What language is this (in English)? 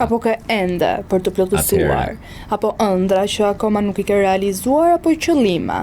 Albanian